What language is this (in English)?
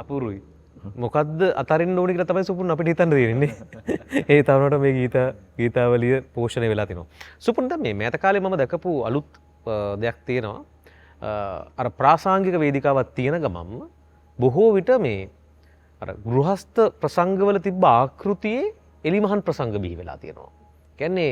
Sinhala